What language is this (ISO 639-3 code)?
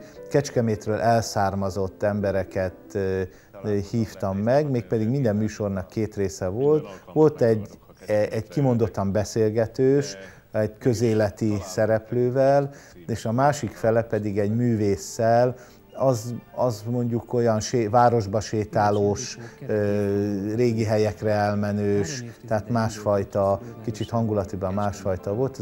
hun